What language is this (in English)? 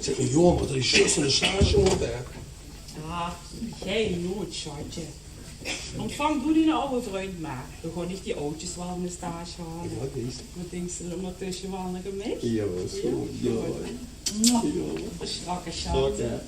Limburgish